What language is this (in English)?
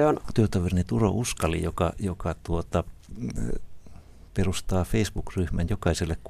Finnish